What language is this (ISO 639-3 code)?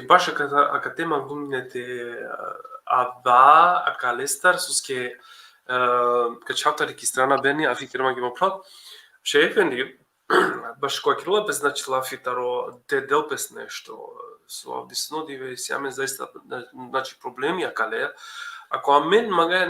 rmn